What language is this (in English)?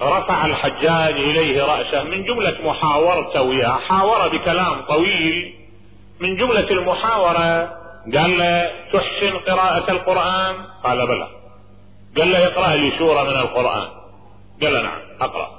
Mesopotamian Arabic